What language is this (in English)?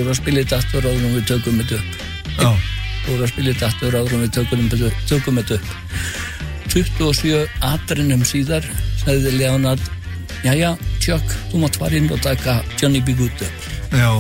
Icelandic